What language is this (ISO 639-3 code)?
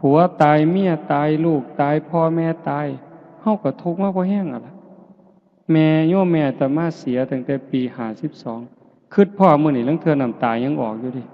tts